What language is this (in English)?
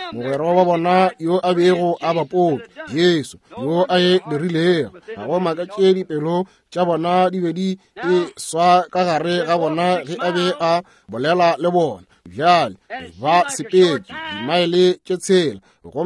Northern Sotho